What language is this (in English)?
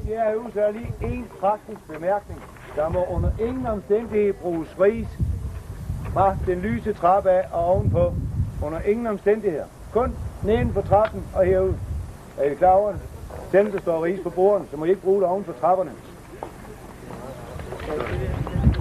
Danish